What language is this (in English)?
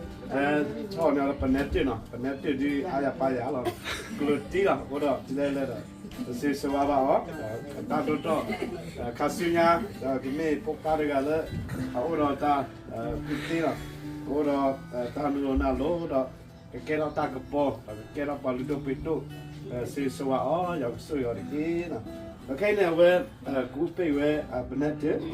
S'gaw Karen